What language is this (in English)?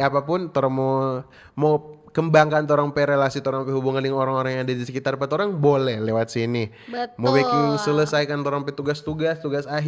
Manado Malay